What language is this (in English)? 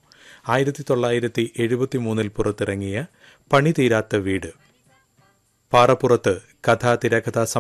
Malayalam